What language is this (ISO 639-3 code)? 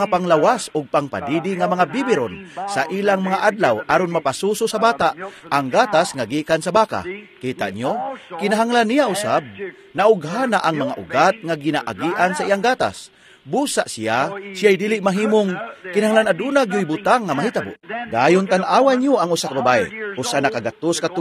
ceb